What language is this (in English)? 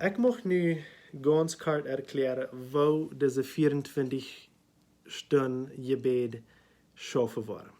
Plautdietsch